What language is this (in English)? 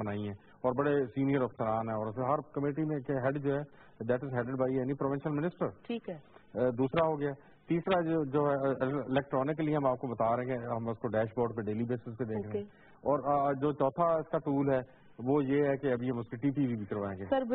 Urdu